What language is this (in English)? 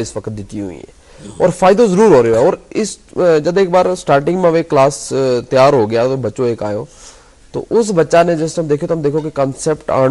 Gujari